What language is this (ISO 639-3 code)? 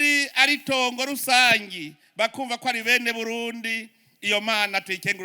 run